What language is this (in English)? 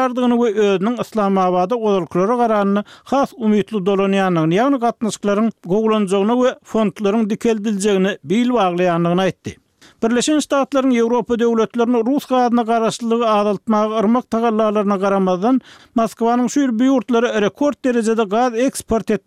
Turkmen